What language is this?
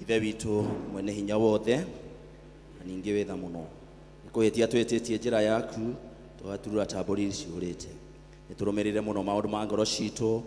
Kikuyu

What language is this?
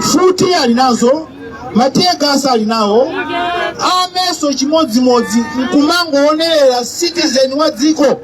Nyanja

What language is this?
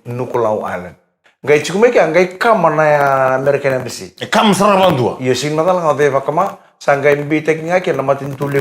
Fijian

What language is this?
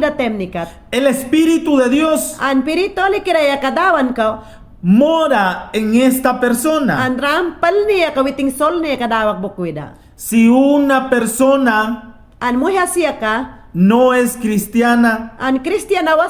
Mayangna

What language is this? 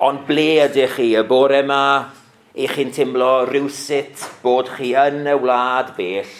Welsh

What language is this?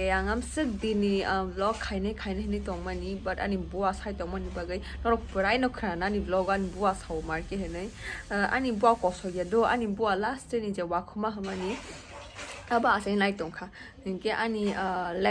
Kok Borok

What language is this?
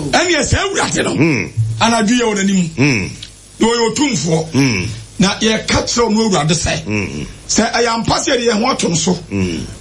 Akan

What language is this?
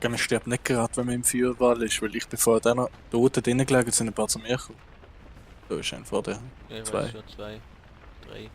Swiss German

